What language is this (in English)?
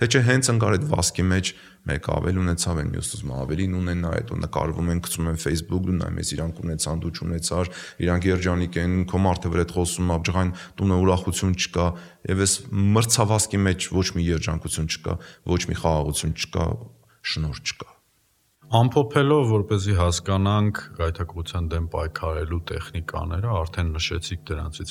Armenian